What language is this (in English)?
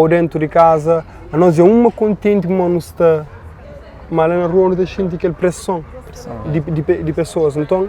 Kabuverdianu